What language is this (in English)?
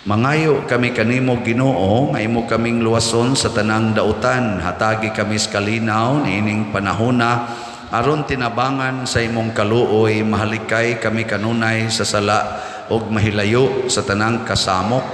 Cebuano